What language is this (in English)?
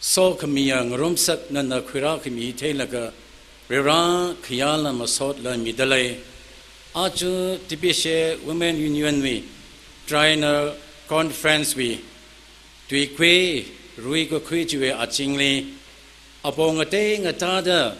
Tangkhul Naga (India)